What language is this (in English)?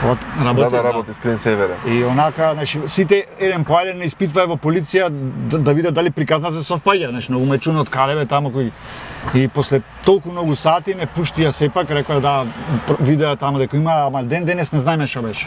Macedonian